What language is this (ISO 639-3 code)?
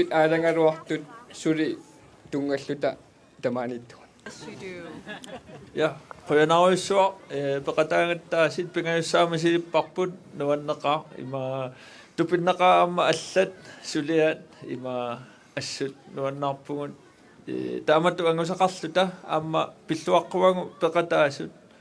kal